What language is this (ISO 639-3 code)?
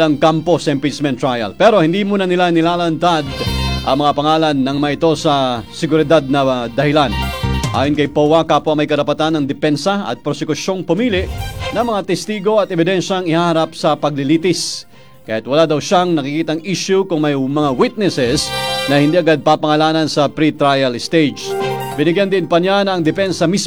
fil